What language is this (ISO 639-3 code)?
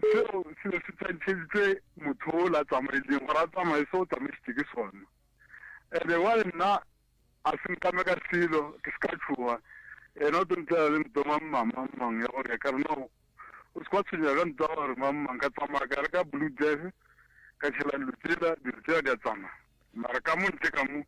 nso